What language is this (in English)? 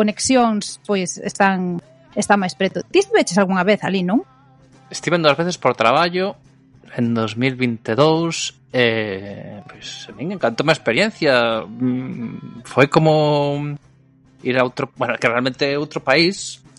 Galician